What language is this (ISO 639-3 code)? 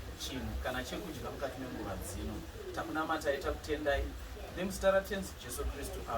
sna